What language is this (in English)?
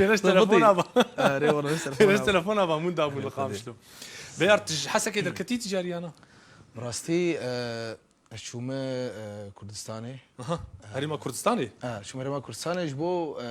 Kurdish